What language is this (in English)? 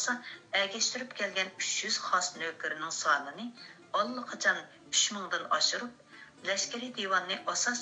Uyghur